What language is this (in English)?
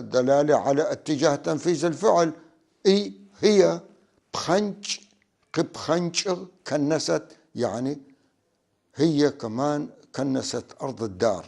North Levantine Arabic